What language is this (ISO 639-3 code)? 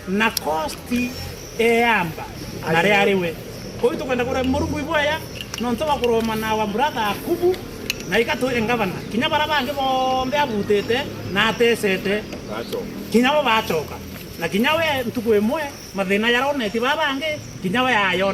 mer